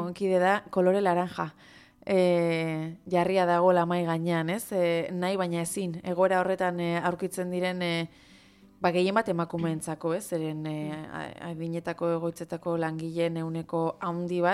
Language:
Basque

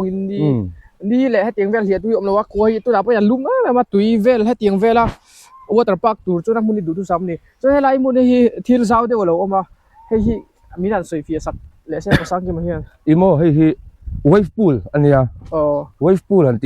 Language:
Mizo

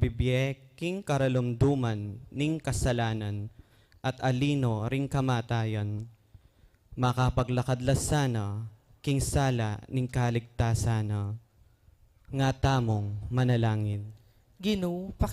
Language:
Pampanga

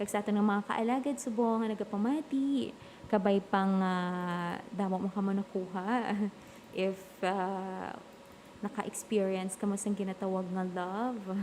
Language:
Hiligaynon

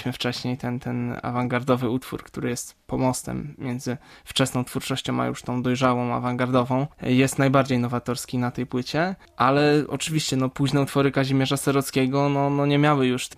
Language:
Polish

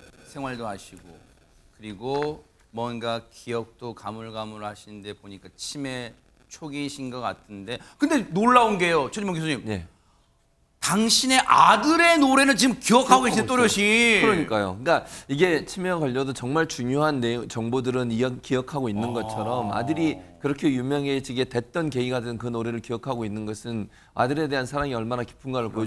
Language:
Korean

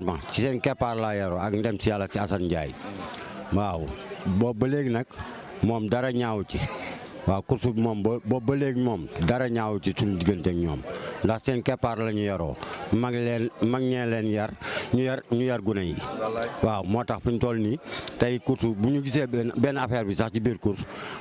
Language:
Wolof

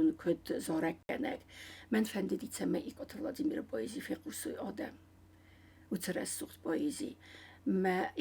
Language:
Ossetic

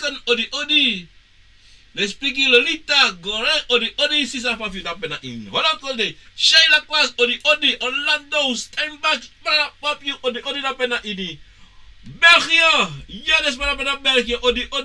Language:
Sranan Tongo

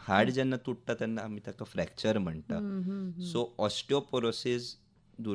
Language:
Konkani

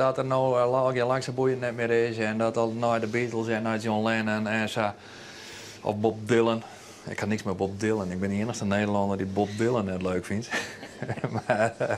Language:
Western Frisian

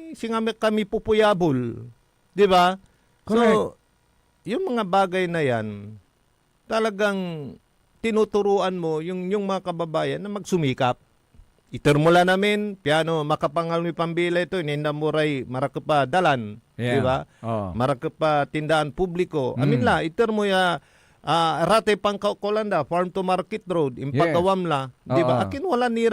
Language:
Pangasinan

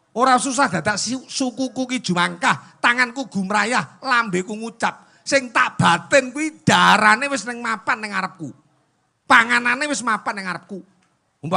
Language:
Javanese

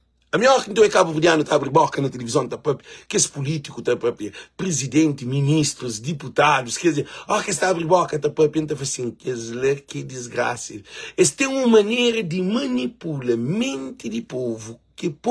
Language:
Kabuverdianu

